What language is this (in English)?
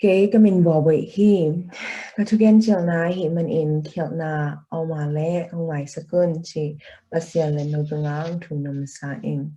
Tedim Chin